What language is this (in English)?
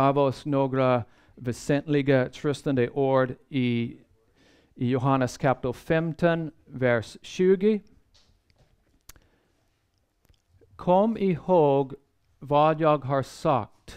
Swedish